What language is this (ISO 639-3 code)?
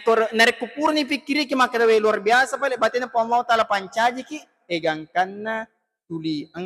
bug